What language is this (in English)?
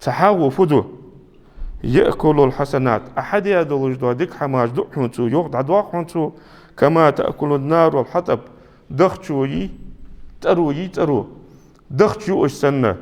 Ingush